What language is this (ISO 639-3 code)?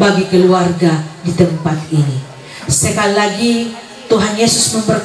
ind